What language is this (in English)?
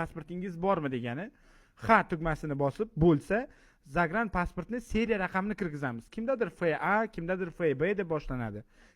Uzbek